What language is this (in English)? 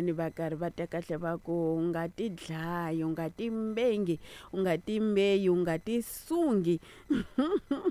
Tsonga